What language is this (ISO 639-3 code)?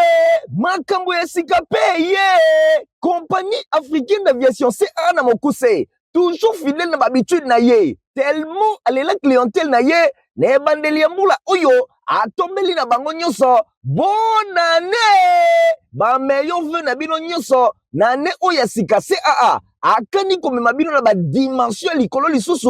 lin